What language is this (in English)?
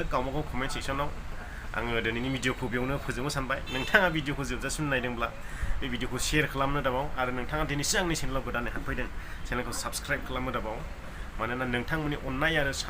Bodo